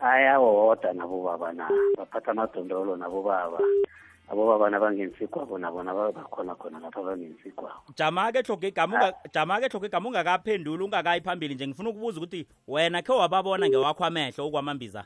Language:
South Ndebele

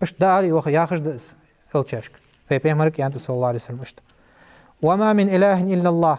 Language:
Ingush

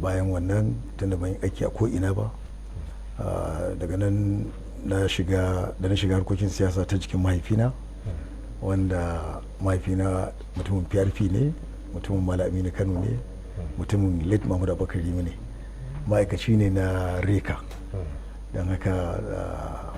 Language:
Hausa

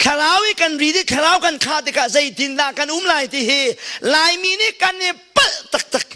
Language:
Hakha Chin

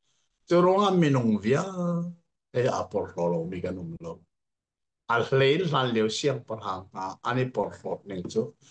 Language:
Hakha Chin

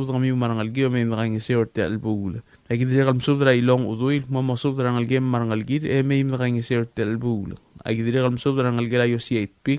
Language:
Palauan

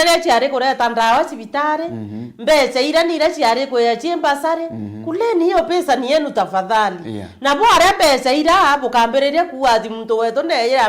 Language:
Meru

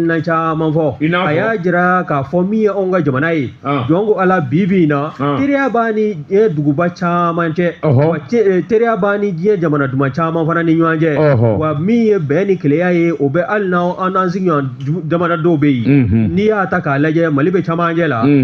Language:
Bambara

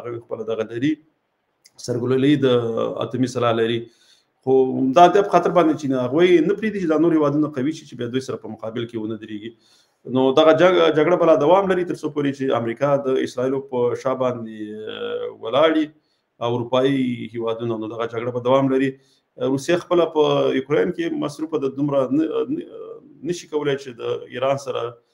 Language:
Pashto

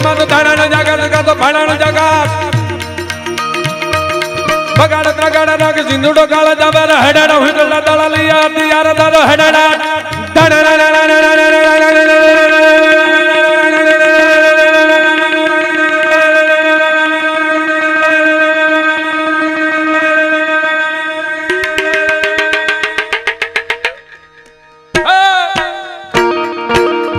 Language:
Gujarati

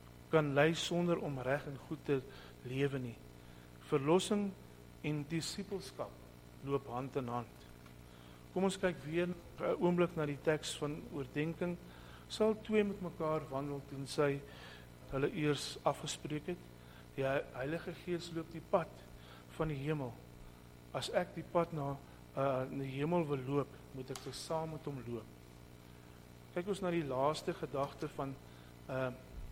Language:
Afrikaans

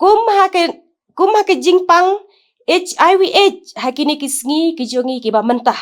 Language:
Khasi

